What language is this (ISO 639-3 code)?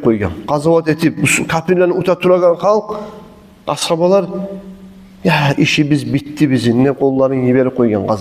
kum